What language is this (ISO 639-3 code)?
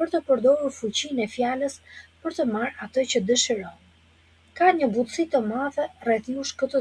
sqi